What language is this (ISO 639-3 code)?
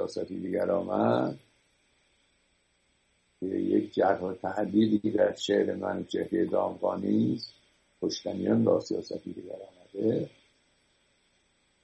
fas